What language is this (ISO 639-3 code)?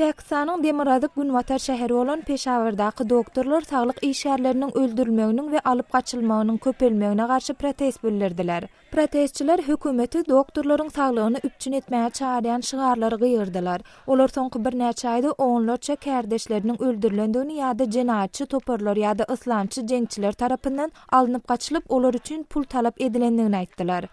tuk